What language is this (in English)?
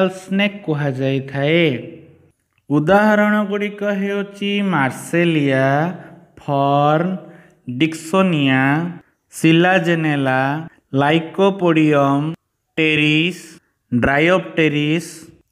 Odia